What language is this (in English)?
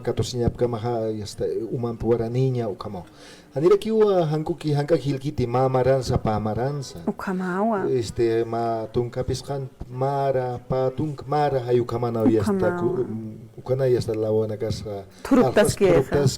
Aymara